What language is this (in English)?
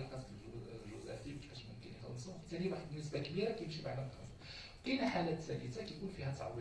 Moroccan Arabic